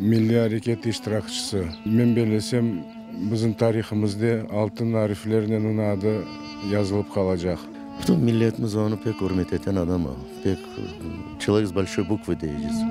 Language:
Crimean Tatar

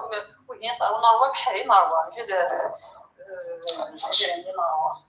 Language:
Kabyle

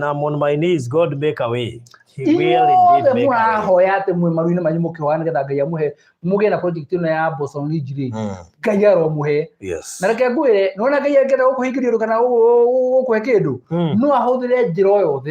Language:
Kikuyu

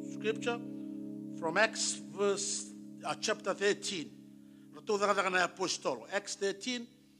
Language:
Fijian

